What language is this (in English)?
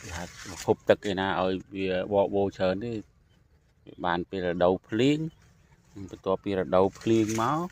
Khmer